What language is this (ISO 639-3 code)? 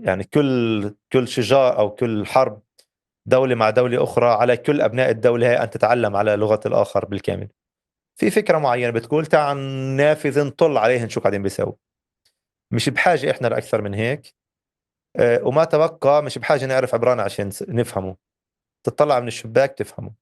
apc